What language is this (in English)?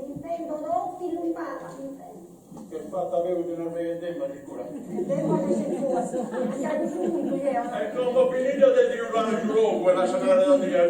Sardinian